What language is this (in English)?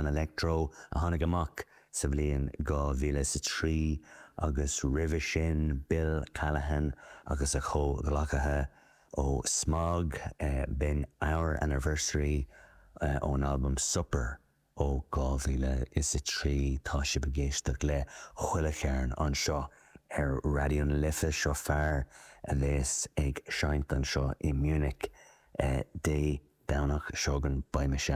Irish